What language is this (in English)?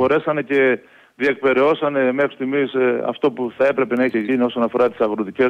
Greek